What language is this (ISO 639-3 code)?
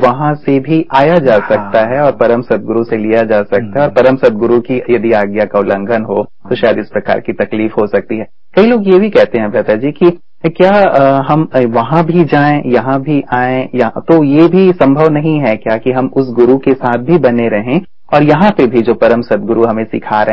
hin